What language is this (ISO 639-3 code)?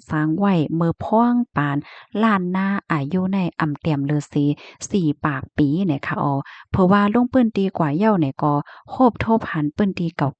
shn